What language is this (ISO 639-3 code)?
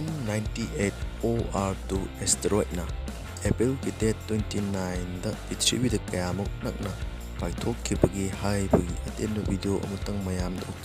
mni